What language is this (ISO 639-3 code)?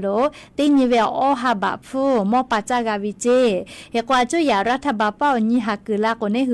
lhu